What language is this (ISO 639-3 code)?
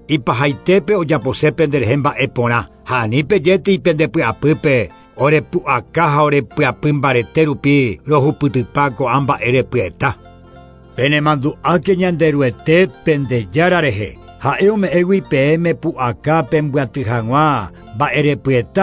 grn